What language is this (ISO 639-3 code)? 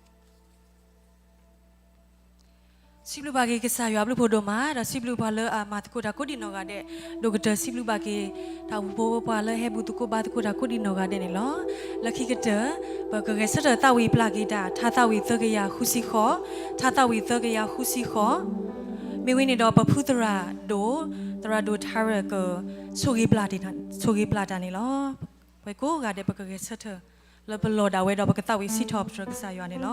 ksw